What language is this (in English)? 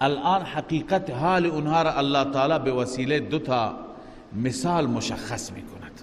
Persian